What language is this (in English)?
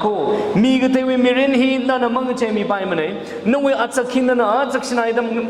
Tangkhul Naga (India)